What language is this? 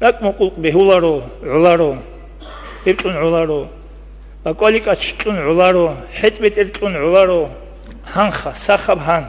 Avaric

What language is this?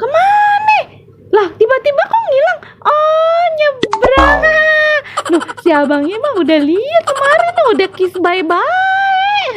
Betawi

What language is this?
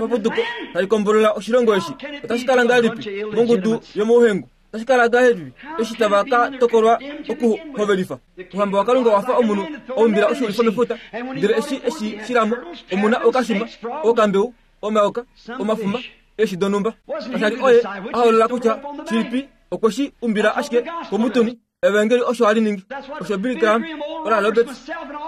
Kuanyama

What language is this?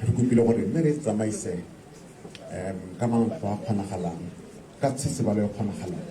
Tswana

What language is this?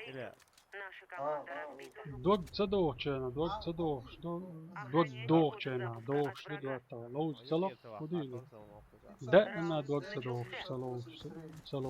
Chechen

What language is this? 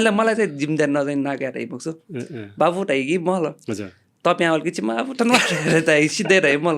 Newari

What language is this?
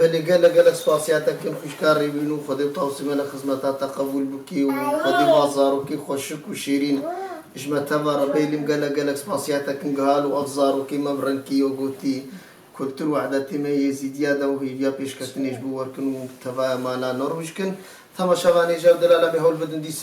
Kurdish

